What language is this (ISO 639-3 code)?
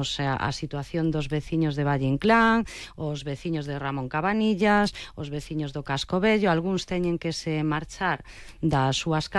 glg